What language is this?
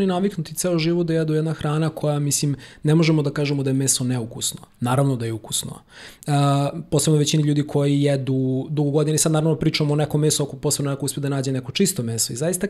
Serbian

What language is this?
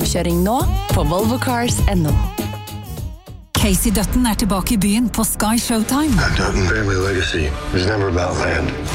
Norwegian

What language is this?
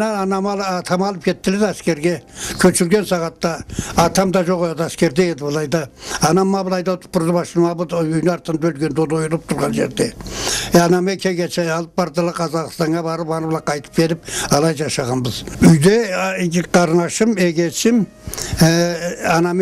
Karachay-Balkar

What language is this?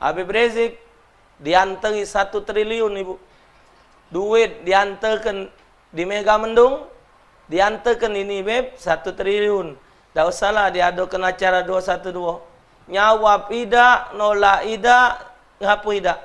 Musi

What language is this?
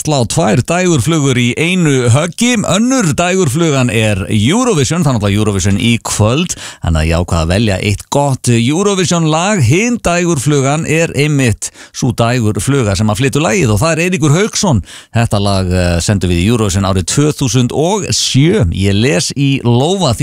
Icelandic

